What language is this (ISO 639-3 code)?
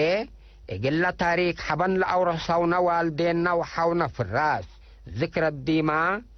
tig